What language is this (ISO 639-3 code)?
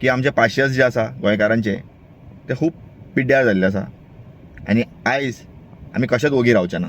kok